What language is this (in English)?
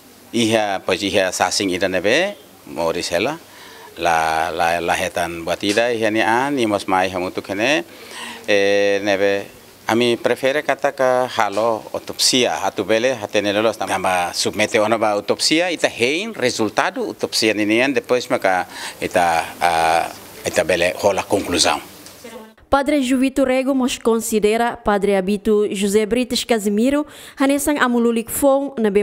Tetum